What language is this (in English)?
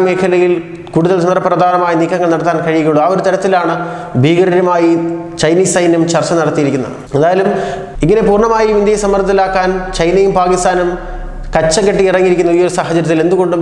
Malayalam